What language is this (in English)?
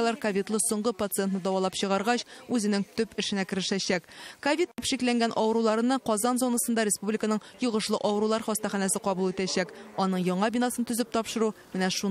Tatar